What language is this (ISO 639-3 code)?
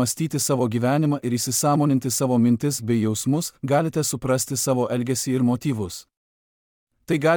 lit